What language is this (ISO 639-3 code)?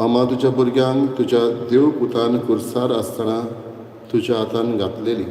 kok